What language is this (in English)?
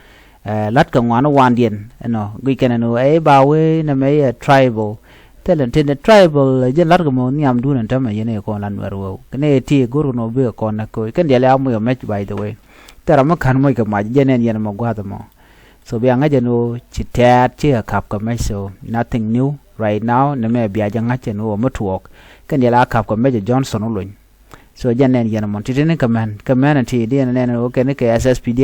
Nuer